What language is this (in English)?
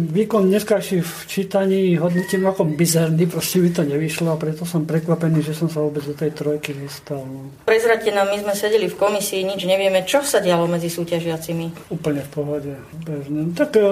Slovak